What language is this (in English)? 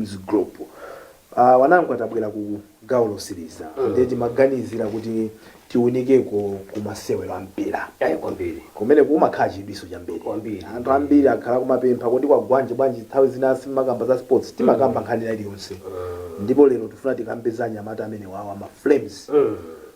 Nyanja